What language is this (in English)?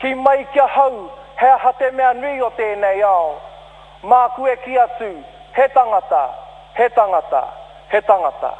Māori